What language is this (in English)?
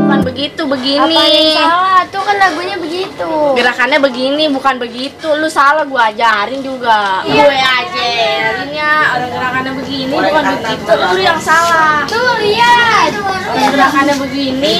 Betawi